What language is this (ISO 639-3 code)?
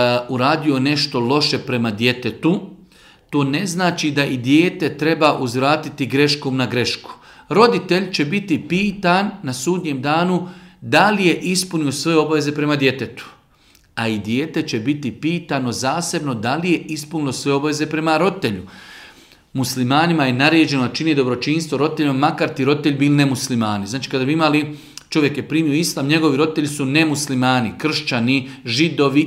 bos